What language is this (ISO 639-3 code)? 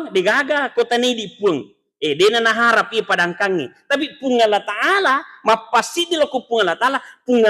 bug